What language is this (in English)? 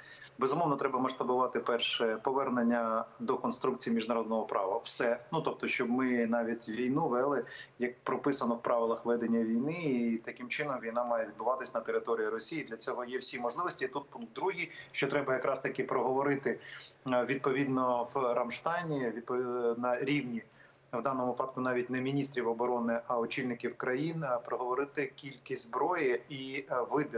Ukrainian